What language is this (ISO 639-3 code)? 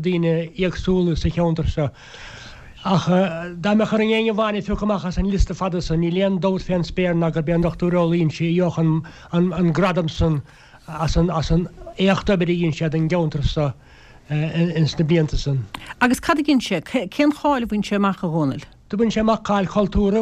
gle